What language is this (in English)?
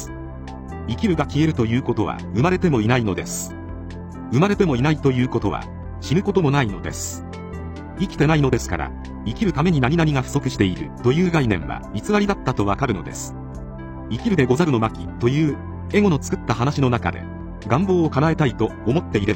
Japanese